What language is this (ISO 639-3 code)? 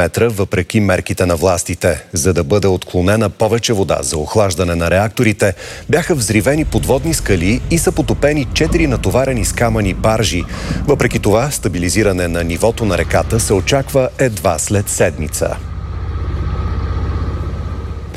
bul